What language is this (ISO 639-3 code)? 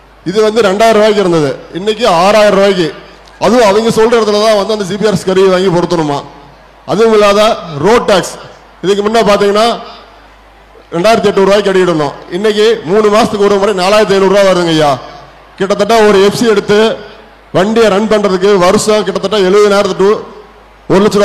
tam